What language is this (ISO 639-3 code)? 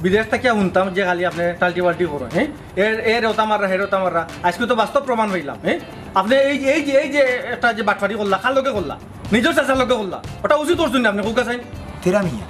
syl